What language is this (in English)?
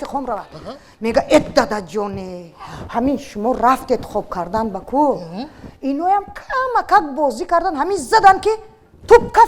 Tajik